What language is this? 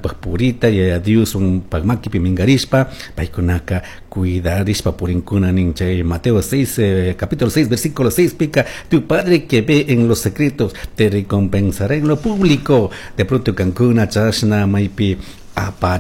Chimborazo Highland Quichua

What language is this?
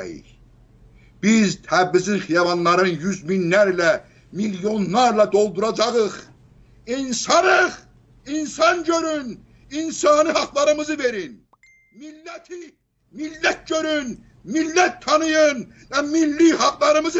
South Azerbaijani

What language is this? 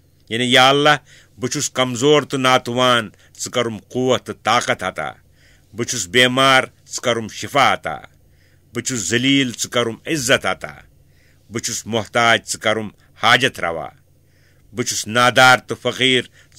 Kashmiri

